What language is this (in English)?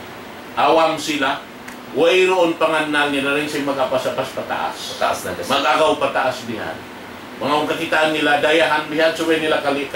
Tausug